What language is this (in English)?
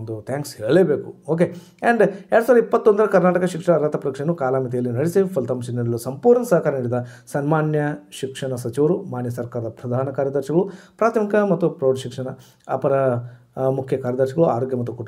Kannada